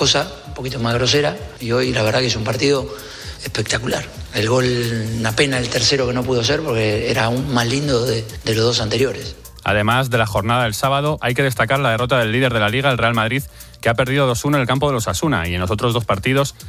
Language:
Spanish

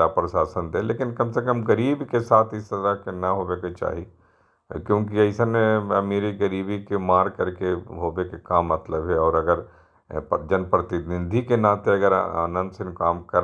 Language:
Magahi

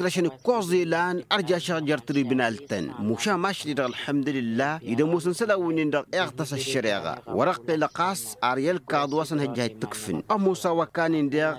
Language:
Tamasheq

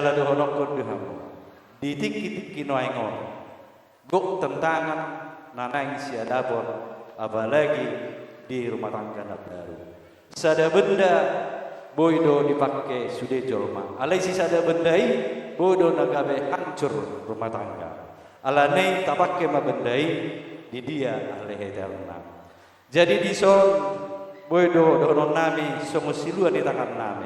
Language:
Batak Toba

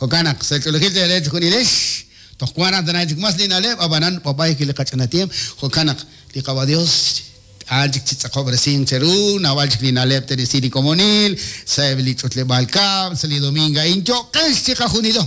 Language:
Kekchí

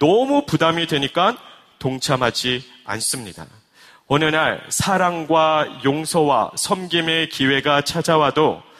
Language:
Korean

